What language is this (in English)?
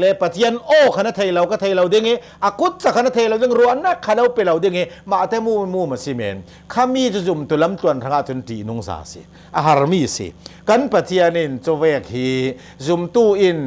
Hakha Chin